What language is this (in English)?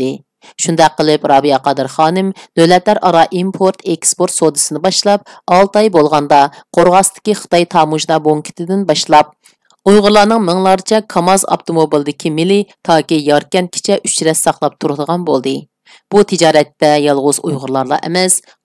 Uyghur